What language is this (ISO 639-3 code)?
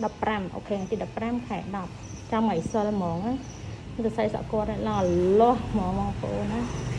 khm